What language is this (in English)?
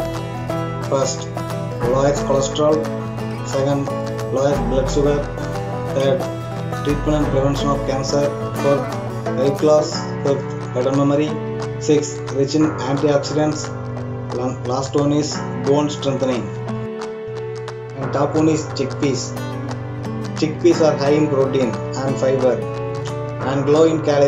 English